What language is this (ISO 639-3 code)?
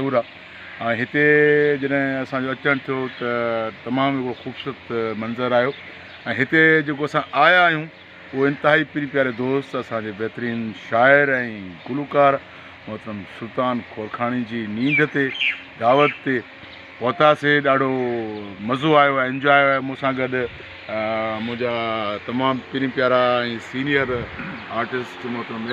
snd